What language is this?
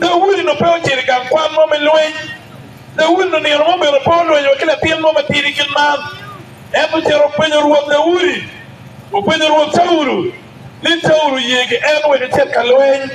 Acoli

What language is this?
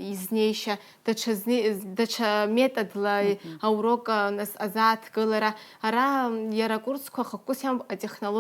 Abkhazian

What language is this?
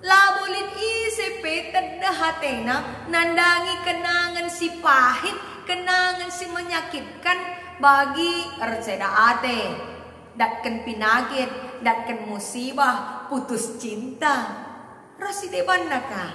Batak Karo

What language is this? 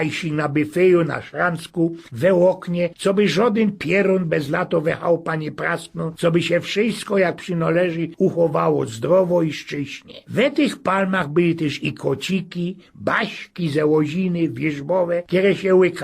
Silesian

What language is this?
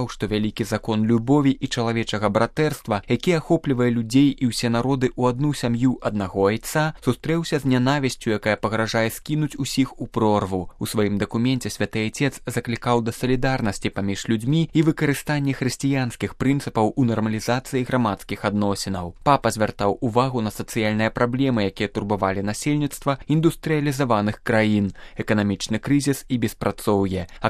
Belarusian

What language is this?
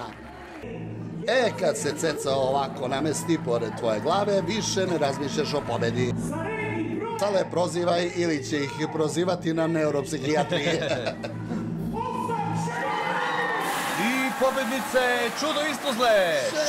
Serbian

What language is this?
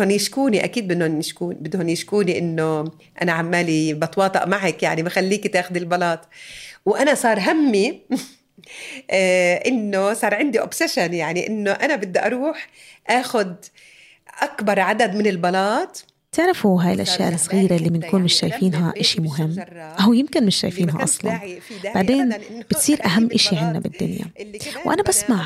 North Levantine Arabic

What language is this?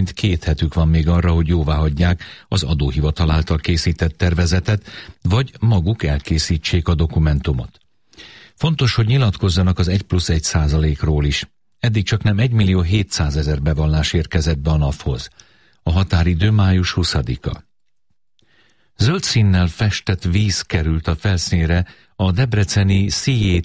Hungarian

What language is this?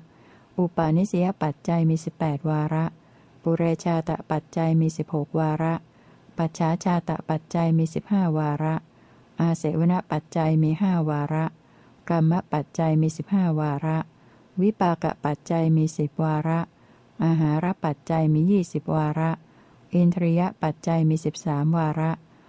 Thai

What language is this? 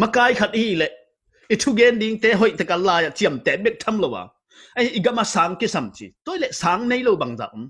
Tedim Chin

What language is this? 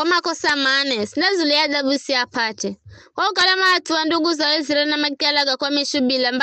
Giryama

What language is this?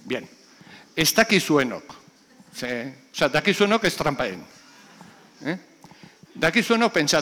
Basque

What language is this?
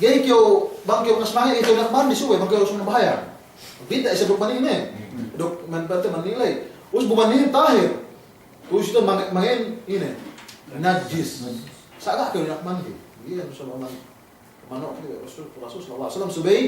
Yakan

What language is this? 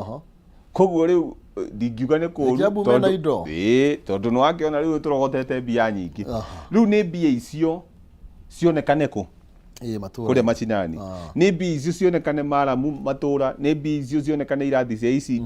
Kikuyu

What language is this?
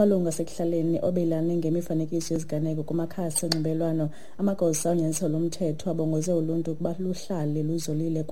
Xhosa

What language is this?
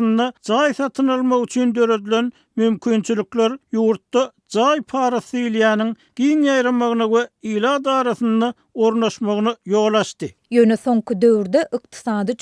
Turkmen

